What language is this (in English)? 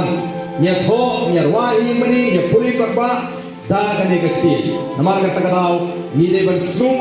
Khasi